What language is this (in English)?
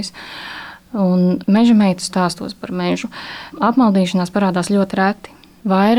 Latvian